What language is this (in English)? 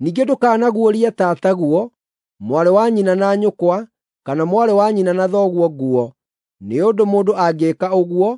Kikuyu